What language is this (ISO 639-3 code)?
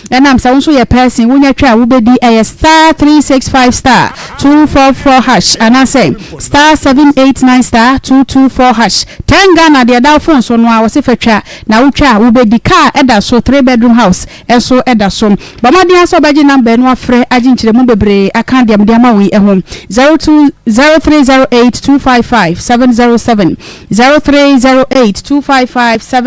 aka